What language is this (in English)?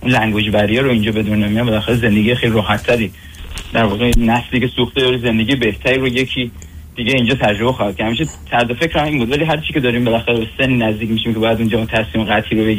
Persian